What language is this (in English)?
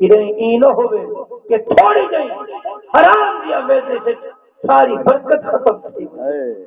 Saraiki